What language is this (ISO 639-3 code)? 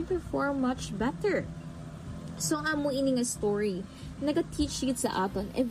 hil